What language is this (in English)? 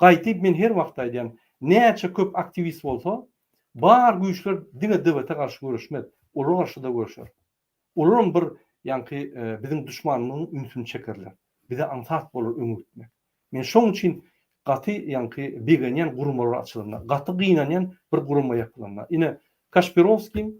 Turkmen